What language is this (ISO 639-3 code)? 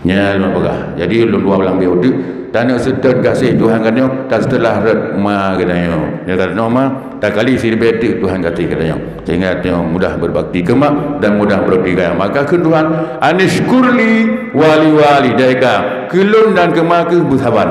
ace